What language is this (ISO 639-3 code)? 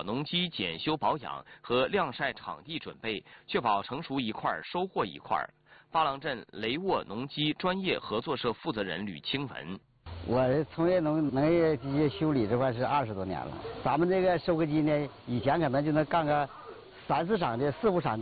zho